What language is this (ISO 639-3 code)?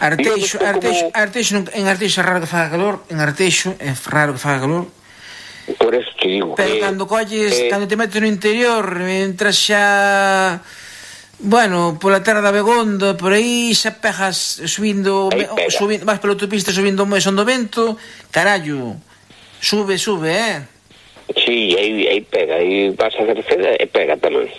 glg